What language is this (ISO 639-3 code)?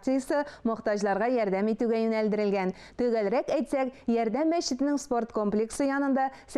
tat